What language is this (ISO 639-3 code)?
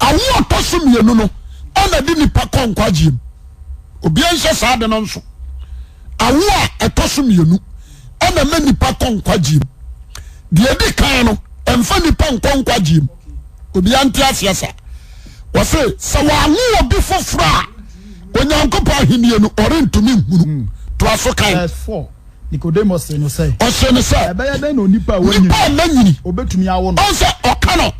aka